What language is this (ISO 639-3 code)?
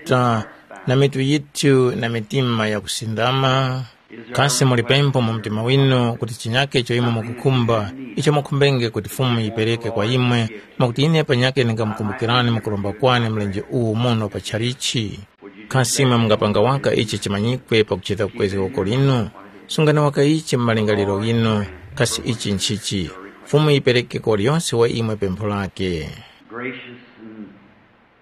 tum